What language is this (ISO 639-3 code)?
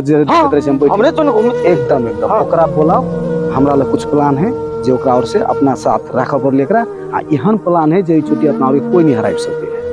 mai